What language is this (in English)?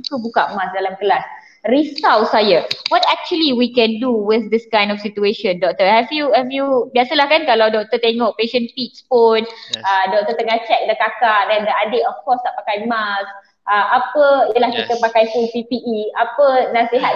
Malay